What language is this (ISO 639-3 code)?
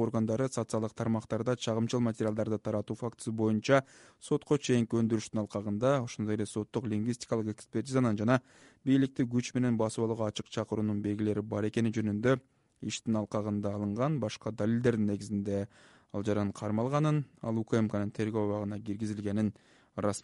kir